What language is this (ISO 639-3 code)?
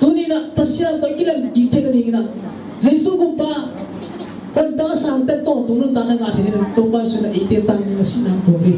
ctd